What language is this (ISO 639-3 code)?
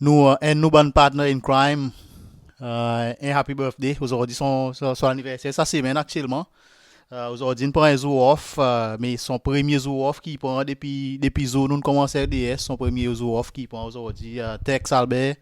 crs